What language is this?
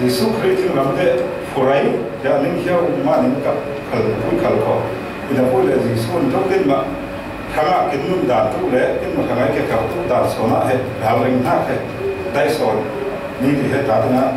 Falam Chin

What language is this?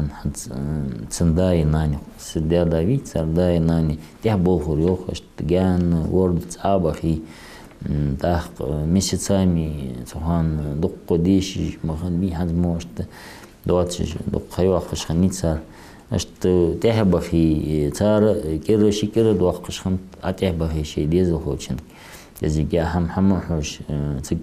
Ingush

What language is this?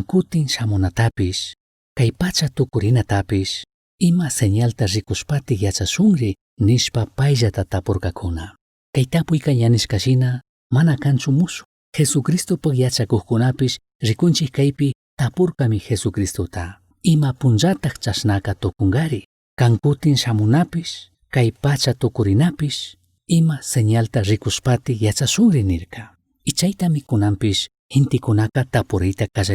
Chimborazo Highland Quichua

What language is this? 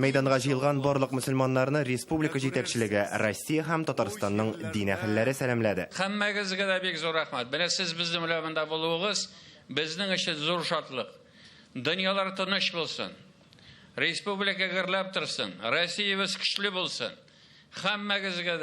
Tatar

